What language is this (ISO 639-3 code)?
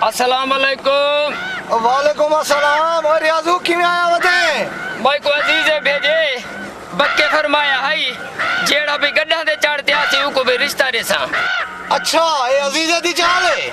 skr